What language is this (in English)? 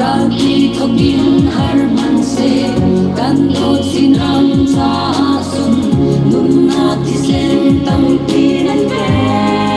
Hakha Chin